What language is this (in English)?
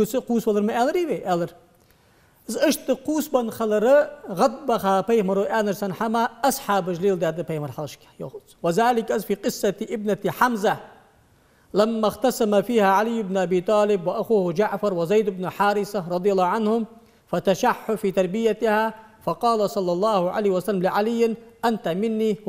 Ingush